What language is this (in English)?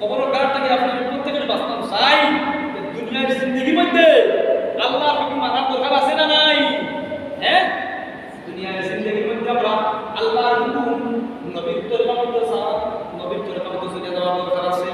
Sylheti